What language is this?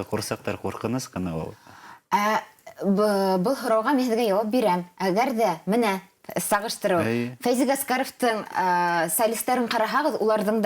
Bashkir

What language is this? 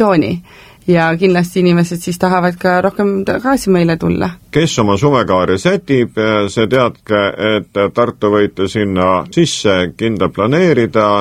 Estonian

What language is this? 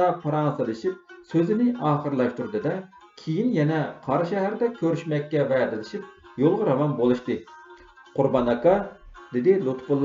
Uyghur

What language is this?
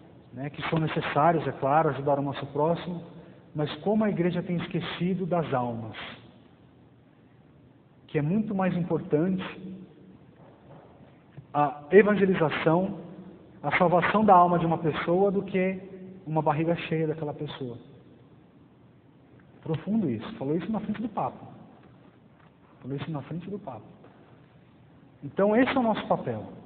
Portuguese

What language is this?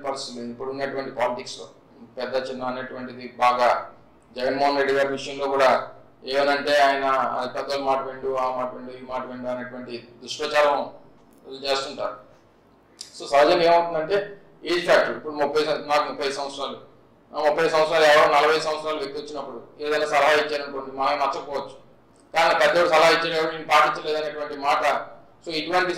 Telugu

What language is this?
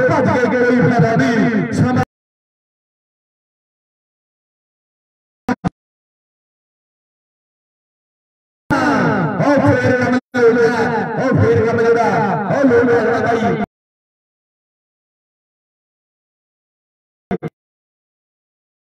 Punjabi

